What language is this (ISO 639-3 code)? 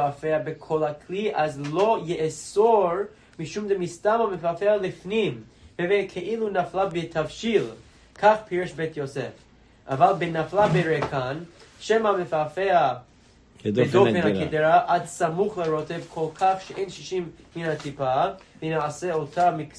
heb